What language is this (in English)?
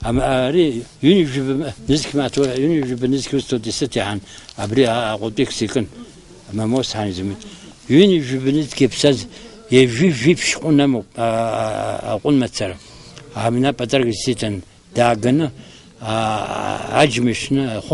Abkhazian